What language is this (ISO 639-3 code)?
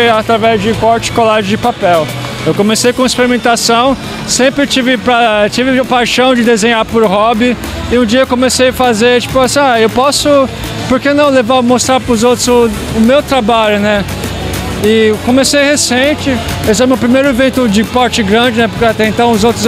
por